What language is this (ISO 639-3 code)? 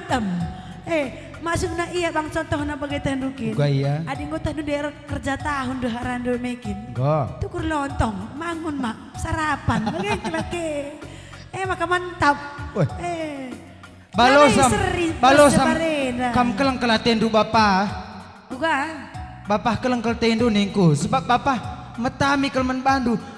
btx